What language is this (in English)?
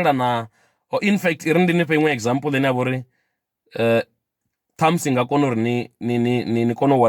Venda